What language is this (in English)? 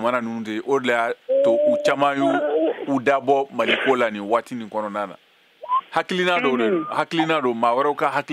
Bambara